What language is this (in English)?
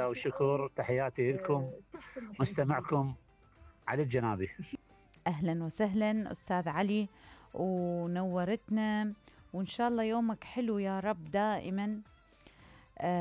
Mesopotamian Arabic